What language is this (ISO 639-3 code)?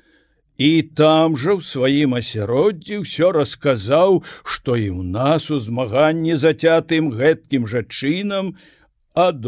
bel